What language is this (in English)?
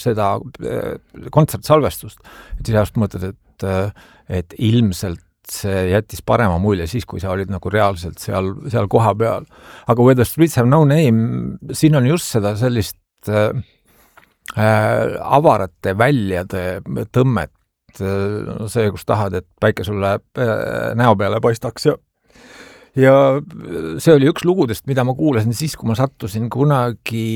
Estonian